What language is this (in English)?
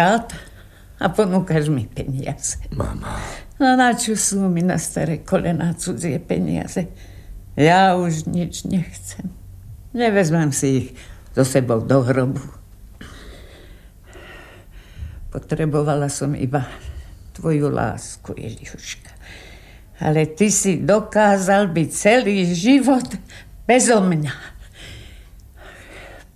Slovak